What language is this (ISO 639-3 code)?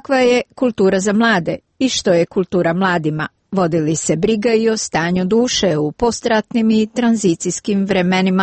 hrv